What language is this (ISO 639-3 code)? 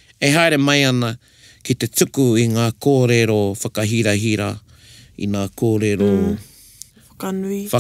mri